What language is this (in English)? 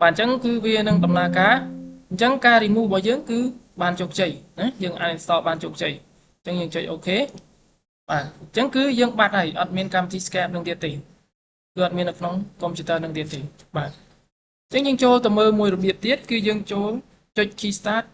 Khmer